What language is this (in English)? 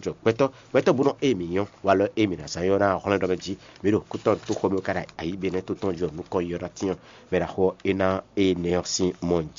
Fon